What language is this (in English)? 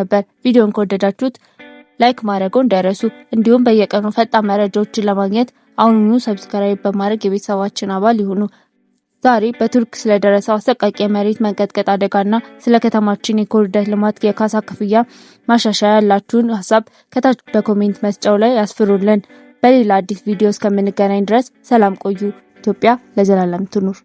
Amharic